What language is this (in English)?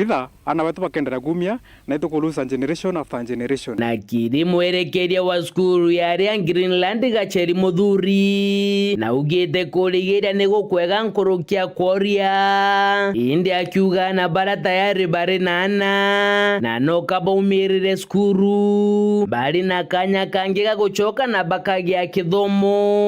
Meru